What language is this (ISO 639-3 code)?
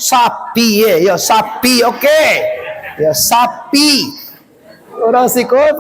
min